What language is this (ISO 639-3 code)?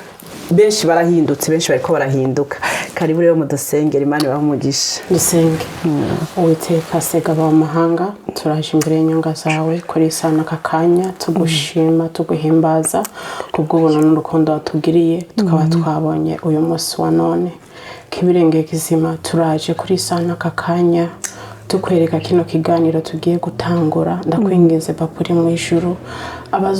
run